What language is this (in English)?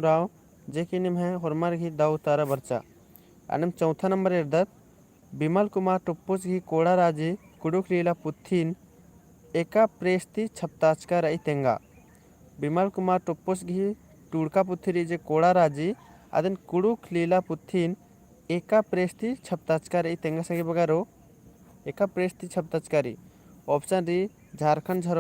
Kurukh